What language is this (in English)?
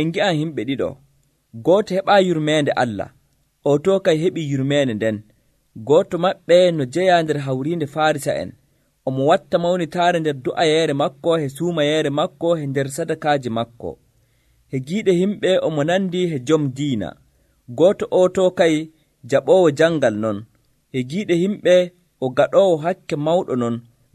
Nigerian Fulfulde